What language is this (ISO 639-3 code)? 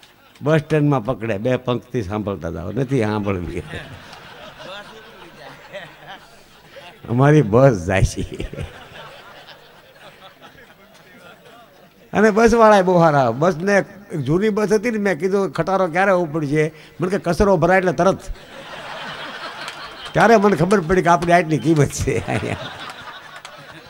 guj